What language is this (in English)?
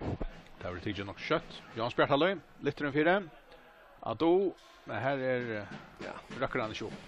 Faroese